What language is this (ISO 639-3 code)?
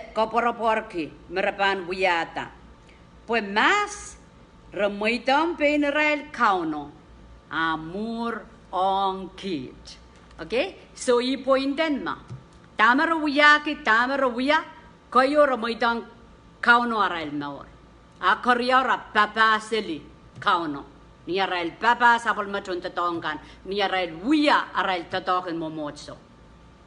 pon